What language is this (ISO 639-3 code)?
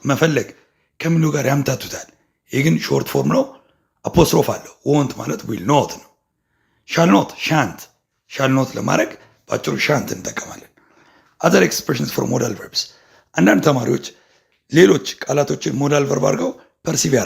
amh